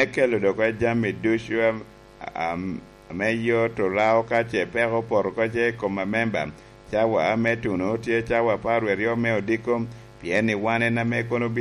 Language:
Lango (Uganda)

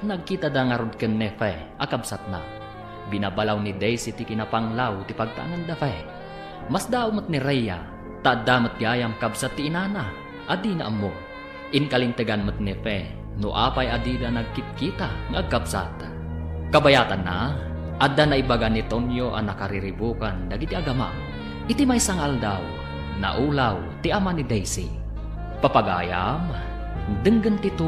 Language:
Iloko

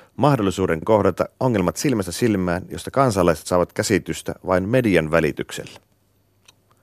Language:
Finnish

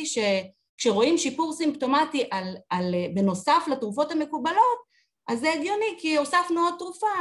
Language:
Hebrew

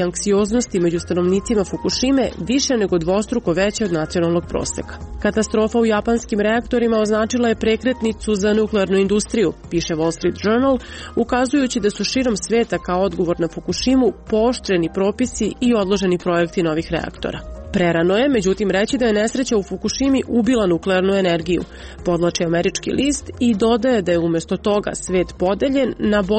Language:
Serbian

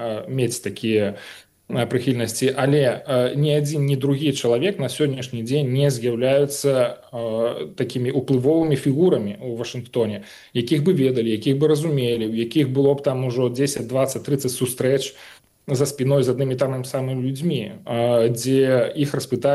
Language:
Belarusian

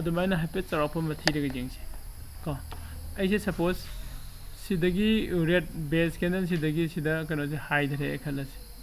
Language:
Manipuri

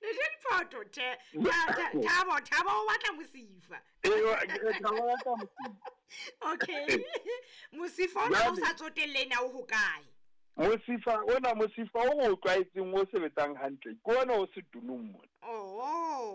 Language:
Southern Sotho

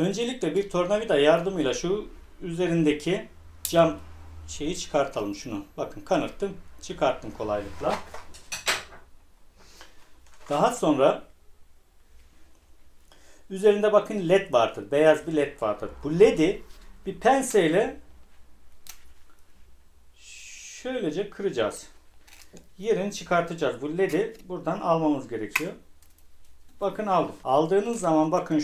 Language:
Turkish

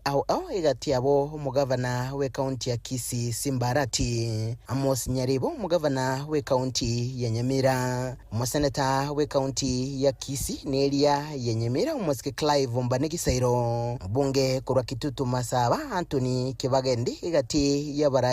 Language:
Gusii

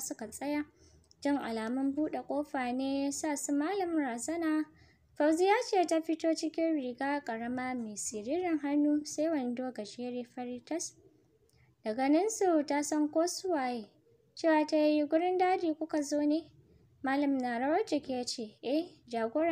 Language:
Hausa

